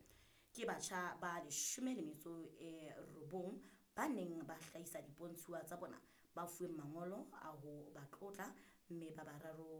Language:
Southern Sotho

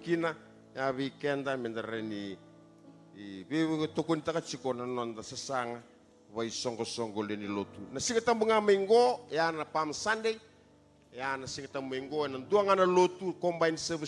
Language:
Fijian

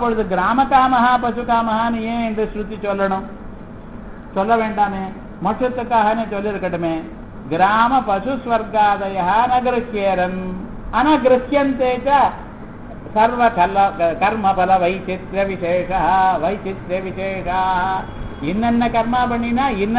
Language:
Tamil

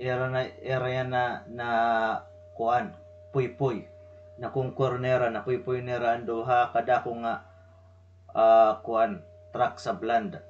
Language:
Waray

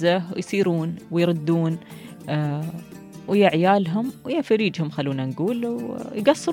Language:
Gulf Arabic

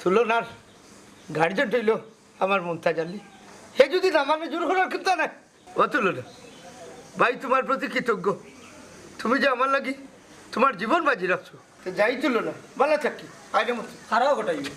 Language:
Sylheti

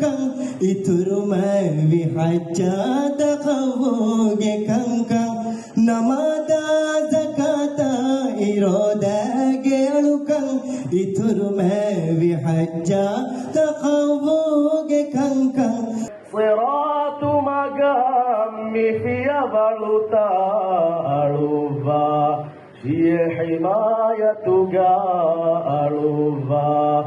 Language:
Divehi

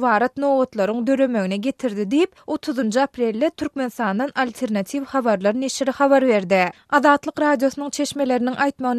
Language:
Turkmen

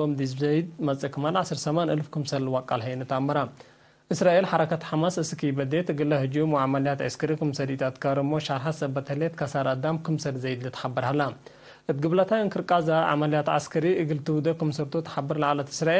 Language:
Tigre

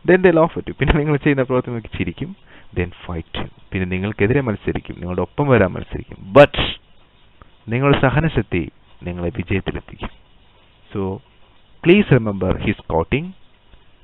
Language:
Malayalam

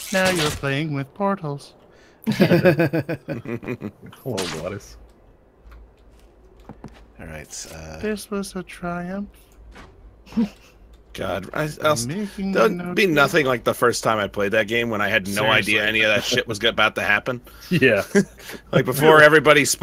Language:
English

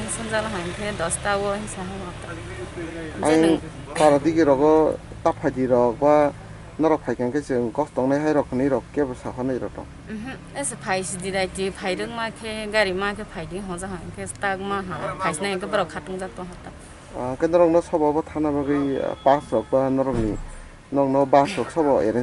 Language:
Kok Borok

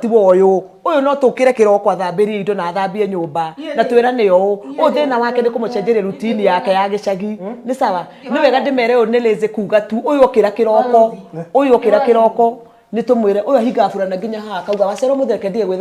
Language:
Kikuyu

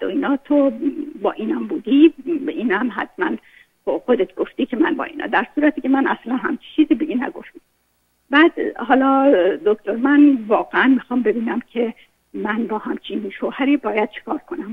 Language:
Persian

